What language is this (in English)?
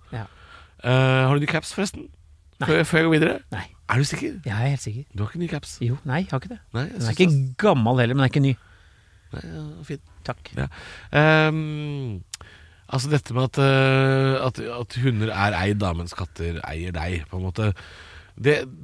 Norwegian